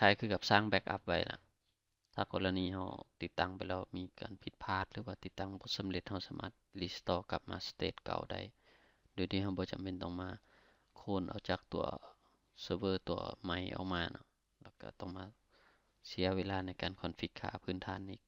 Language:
Lao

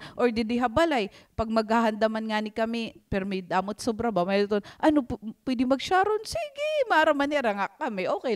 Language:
Waray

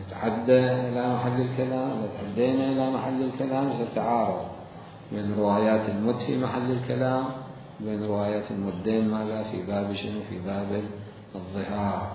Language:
Mesopotamian Arabic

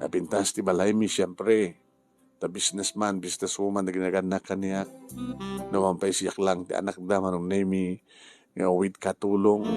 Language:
Iloko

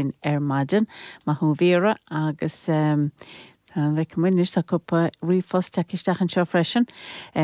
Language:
Irish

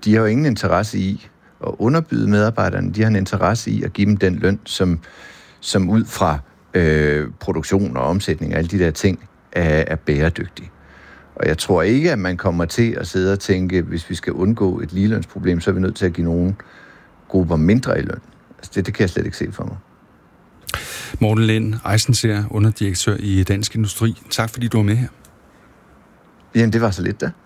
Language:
Danish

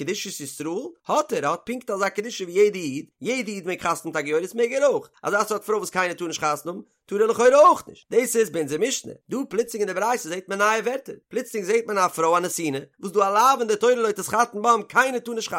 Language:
Yiddish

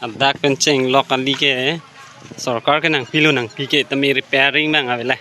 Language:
Karbi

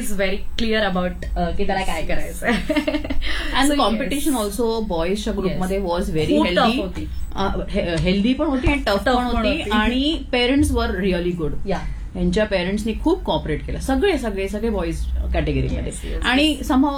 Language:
Marathi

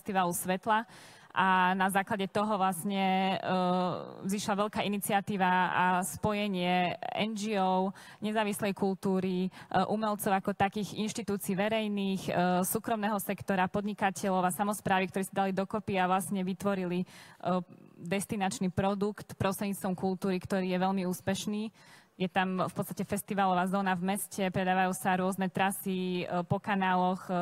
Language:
Slovak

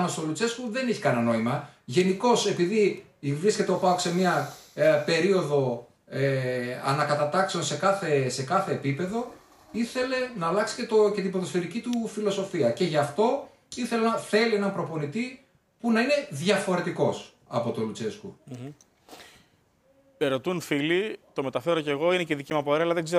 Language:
Greek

